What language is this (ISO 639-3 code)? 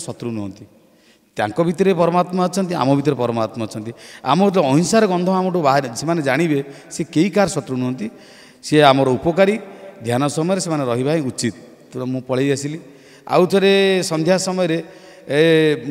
ori